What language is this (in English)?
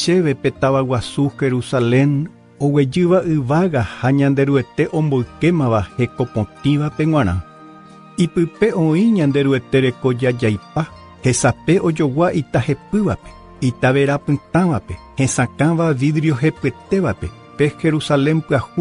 Guarani